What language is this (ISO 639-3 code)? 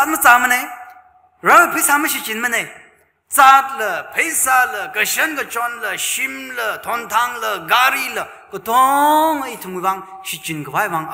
nmf